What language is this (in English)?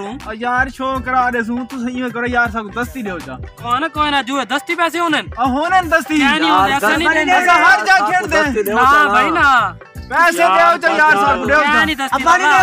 Saraiki